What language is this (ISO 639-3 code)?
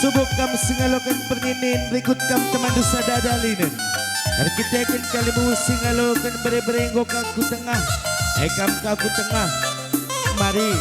btx